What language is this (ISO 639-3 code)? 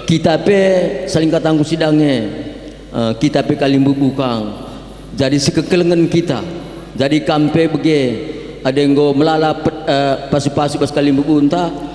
btx